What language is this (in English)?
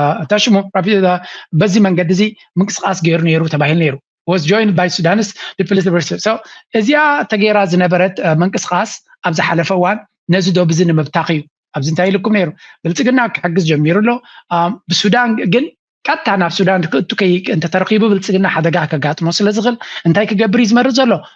Tigrinya